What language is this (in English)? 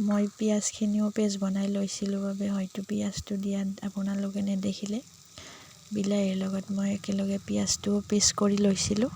Assamese